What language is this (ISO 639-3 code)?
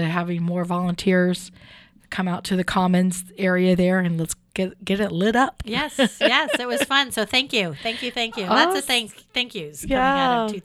eng